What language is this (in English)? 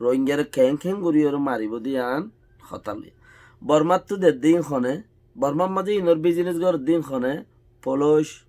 Rohingya